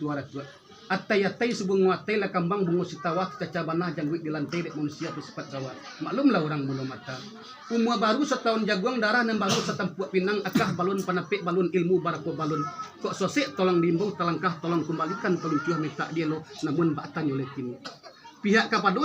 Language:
Minangkabau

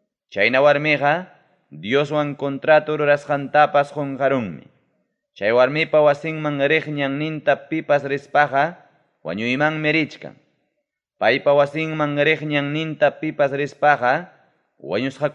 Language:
Ayacucho Quechua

